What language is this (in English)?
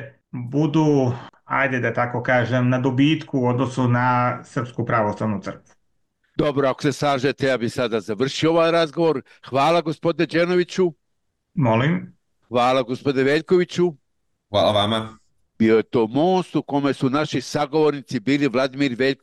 Serbian